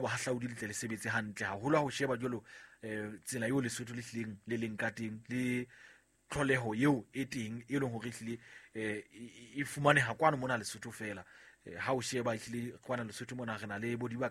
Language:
Southern Sotho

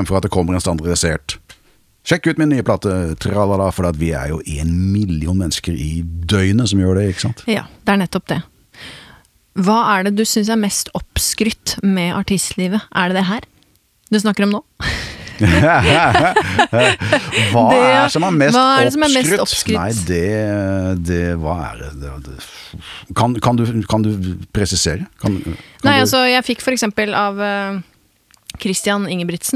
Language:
Norwegian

